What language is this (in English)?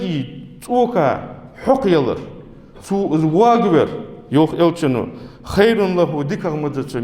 Ingush